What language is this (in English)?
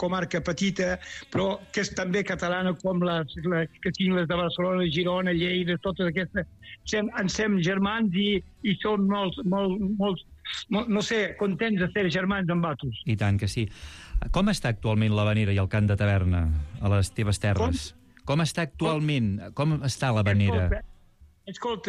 Catalan